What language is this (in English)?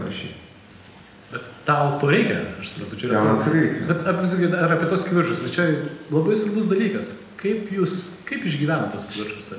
Lithuanian